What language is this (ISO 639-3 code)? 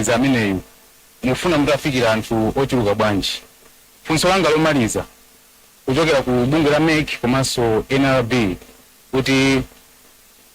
nya